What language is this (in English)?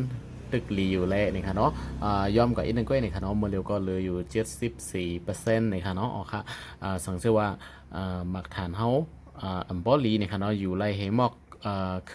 Shan